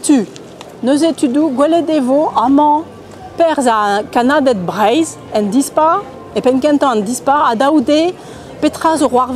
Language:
Breton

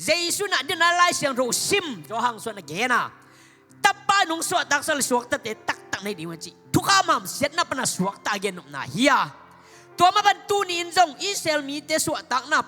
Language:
Tedim Chin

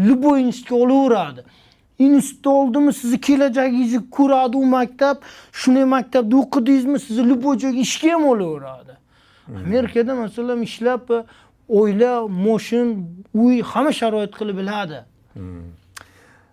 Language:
Uzbek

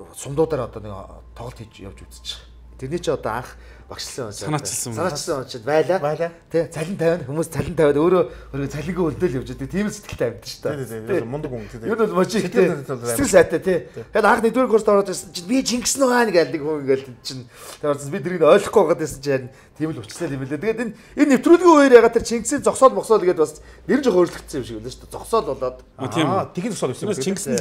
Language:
Mongolian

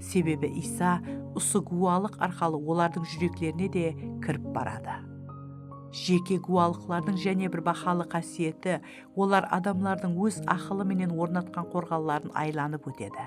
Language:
Kara-Kalpak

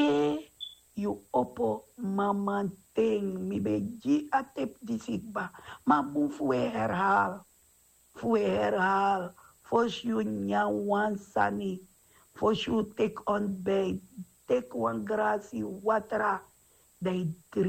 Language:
Sranan Tongo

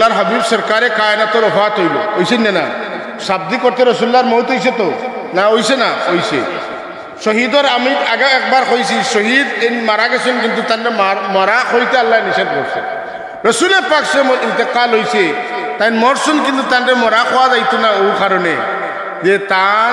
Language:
Sylheti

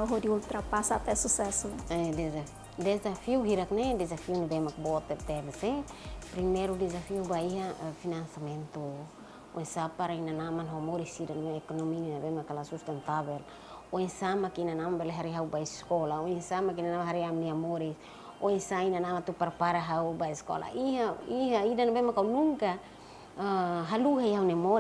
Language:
Tetum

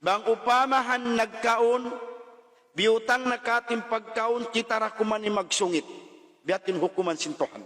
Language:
Tausug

